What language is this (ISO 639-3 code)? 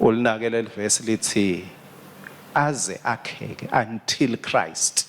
ssw